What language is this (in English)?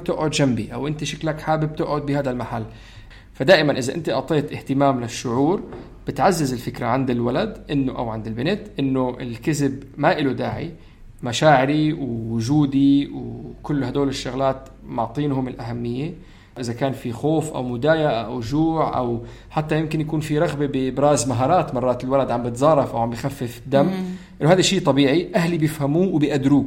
North Levantine Arabic